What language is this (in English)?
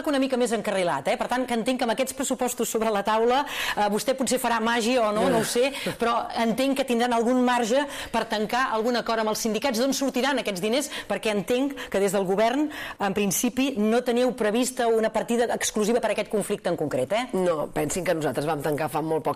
Catalan